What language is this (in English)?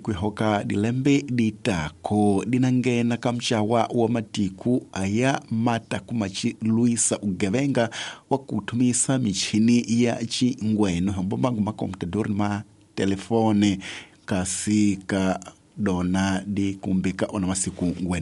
Tsonga